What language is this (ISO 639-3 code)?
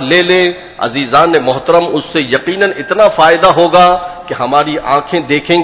urd